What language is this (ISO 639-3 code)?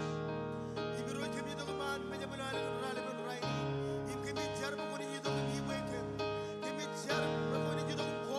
mah